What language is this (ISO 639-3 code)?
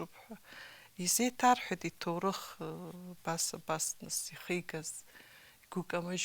abk